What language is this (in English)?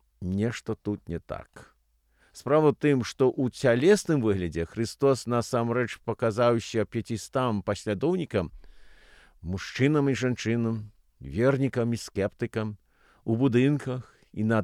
Belarusian